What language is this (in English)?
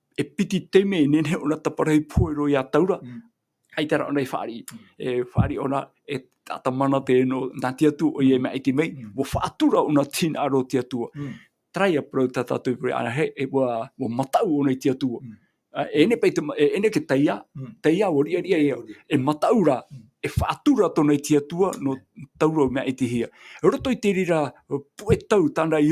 Tahitian